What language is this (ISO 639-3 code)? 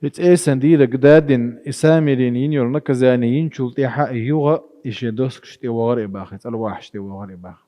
che